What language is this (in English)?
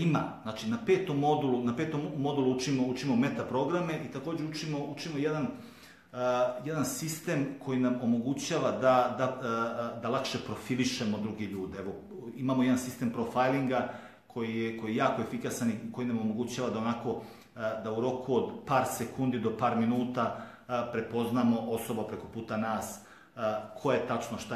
Serbian